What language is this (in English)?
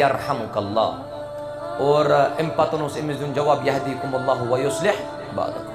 Kashmiri